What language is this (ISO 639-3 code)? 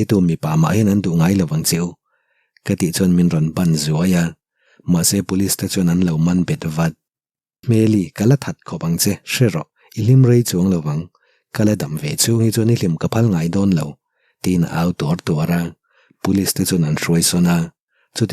lus